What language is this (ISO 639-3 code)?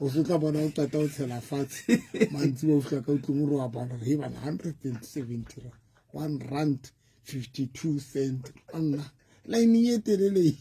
sot